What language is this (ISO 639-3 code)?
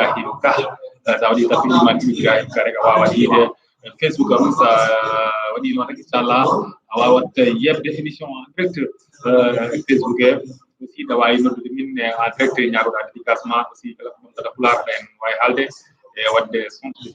ful